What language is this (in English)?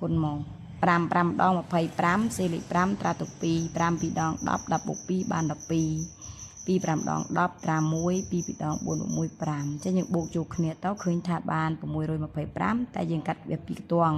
Khmer